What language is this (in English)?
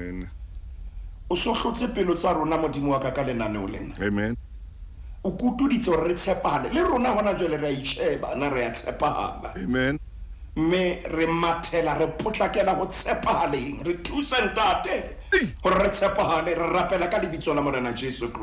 Southern Sotho